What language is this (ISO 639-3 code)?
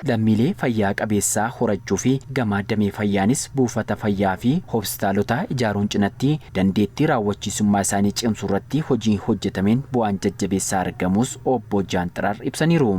orm